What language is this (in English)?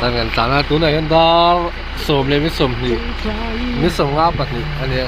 Mizo